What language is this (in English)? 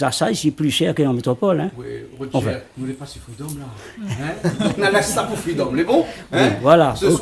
Réunion Creole French